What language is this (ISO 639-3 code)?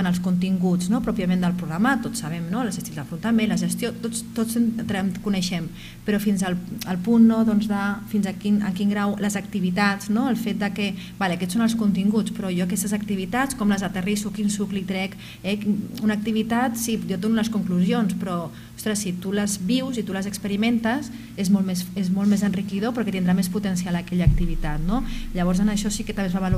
cat